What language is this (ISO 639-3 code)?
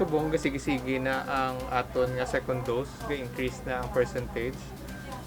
hil